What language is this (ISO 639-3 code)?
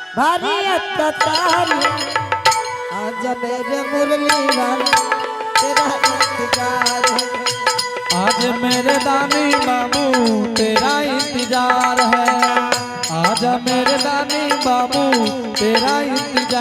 anp